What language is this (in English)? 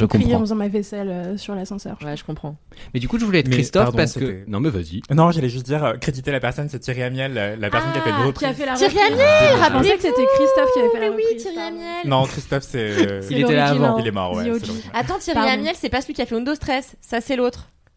French